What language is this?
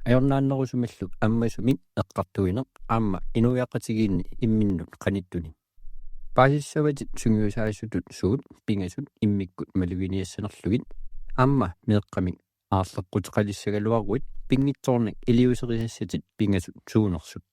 Kalaallisut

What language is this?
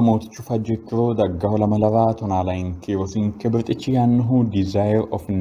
Sidamo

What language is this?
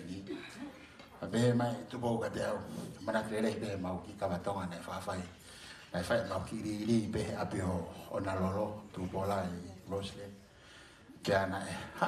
Tongan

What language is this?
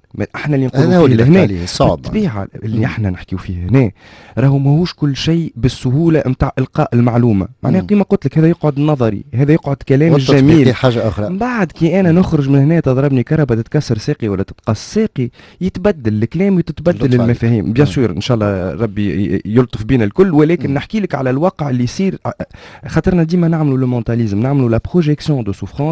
Tunisian Arabic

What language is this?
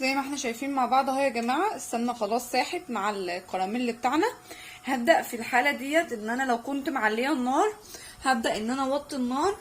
Egyptian Arabic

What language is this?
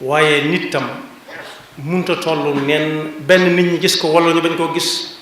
Wolof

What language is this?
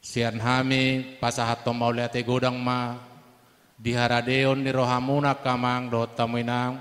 Batak Toba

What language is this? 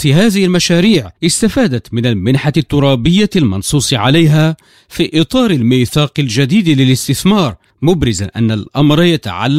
Arabic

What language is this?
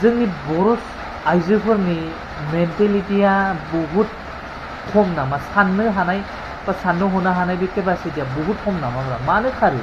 Bodo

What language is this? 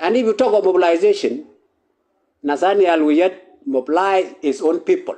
Nuer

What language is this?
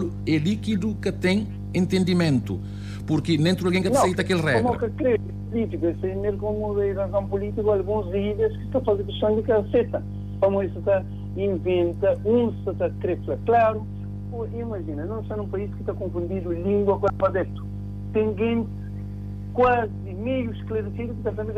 Kabuverdianu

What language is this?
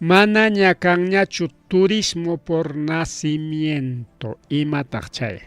Ayacucho Quechua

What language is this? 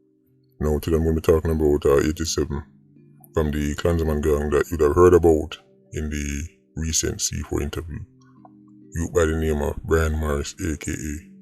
Jamaican Creole English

